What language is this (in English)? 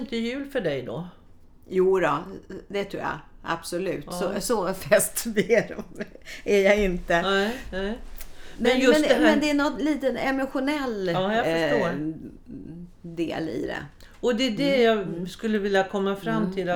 Swedish